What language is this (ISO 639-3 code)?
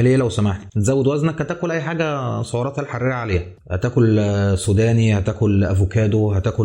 arz